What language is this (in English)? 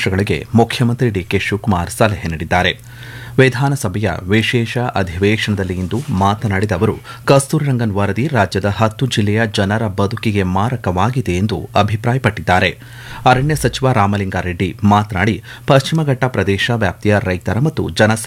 Kannada